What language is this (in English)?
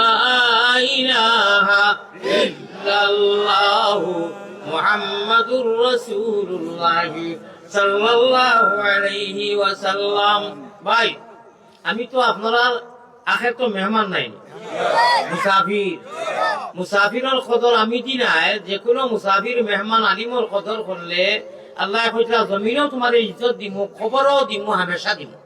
Sylheti